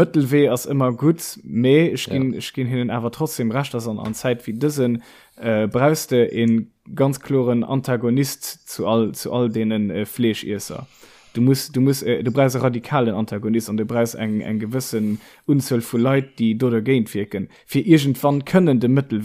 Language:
Luxembourgish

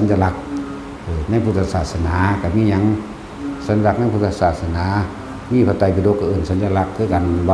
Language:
Northeastern Thai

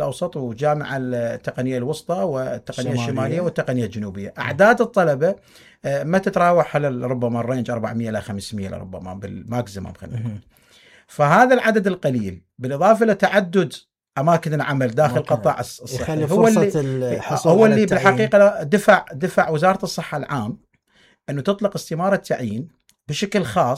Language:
Mesopotamian Arabic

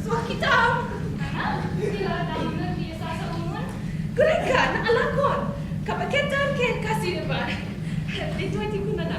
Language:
Iloko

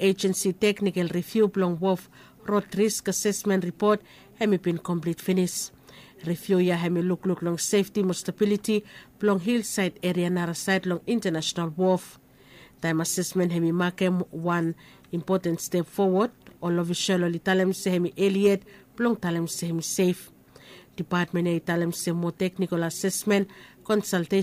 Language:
Bislama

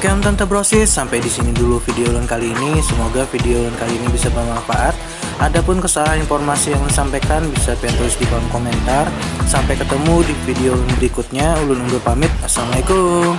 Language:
Banjar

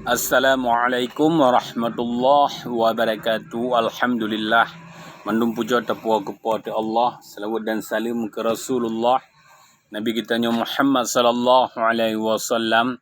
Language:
Achinese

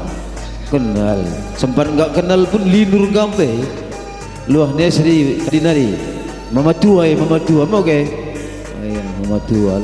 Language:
Batak Karo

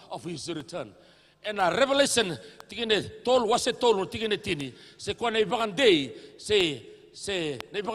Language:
Fijian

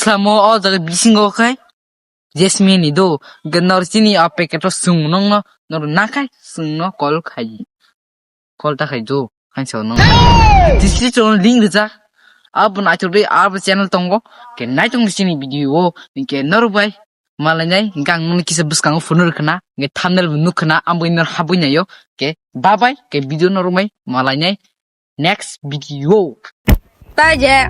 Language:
Kok Borok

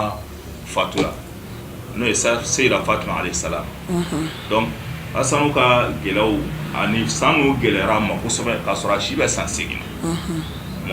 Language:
Bambara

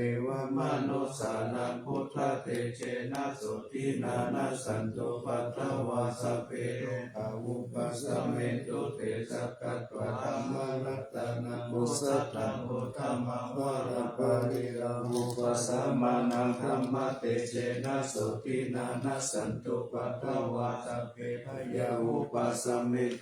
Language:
Pali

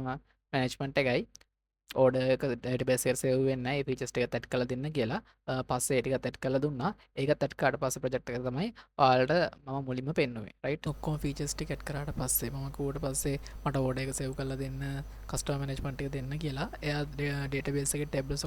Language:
Sinhala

